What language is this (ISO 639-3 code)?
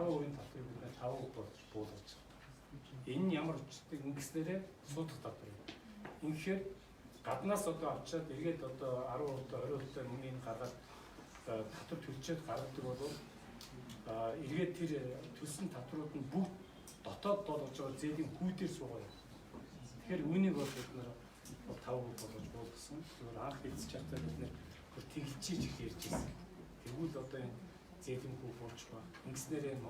mon